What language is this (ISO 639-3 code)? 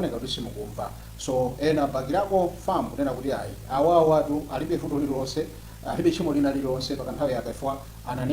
nya